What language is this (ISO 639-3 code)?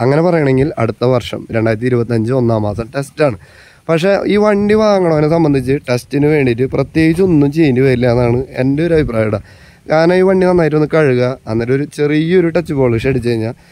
mal